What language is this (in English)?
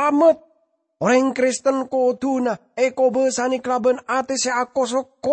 Madurese